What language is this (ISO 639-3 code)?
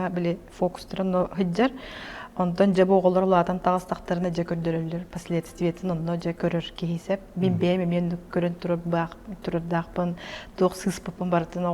sah